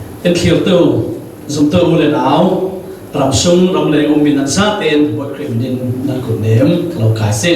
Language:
Falam Chin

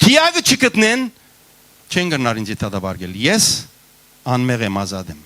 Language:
Western Armenian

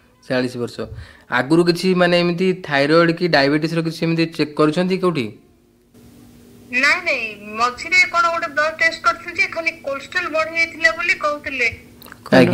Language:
Odia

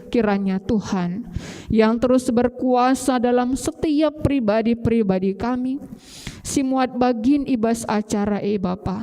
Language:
Batak Karo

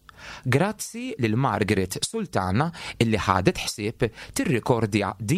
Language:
Maltese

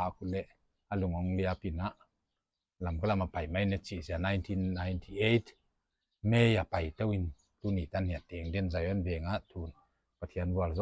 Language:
Paite Chin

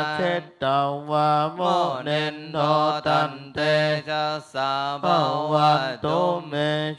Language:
Pali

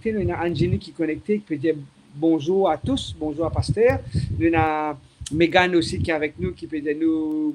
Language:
Morisyen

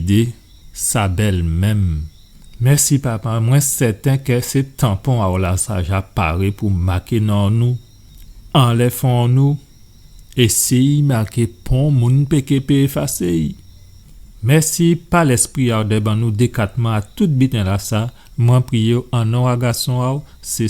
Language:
Guadeloupean Creole French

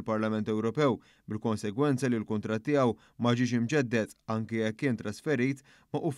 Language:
Maltese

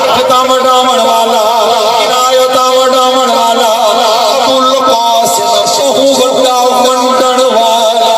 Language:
Saraiki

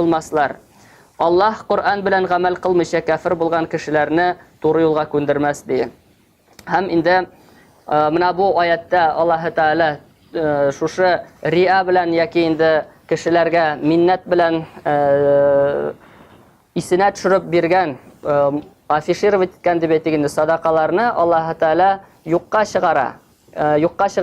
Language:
Tatar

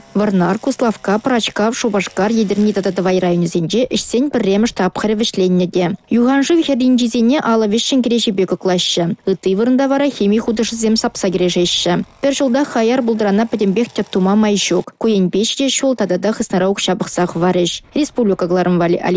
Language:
Chuvash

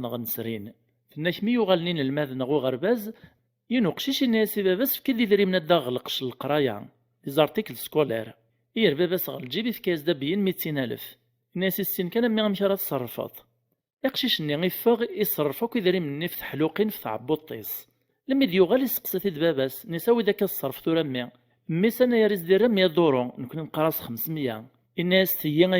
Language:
Kabyle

